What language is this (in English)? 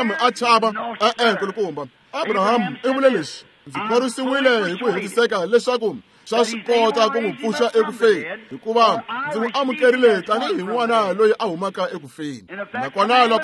Tsonga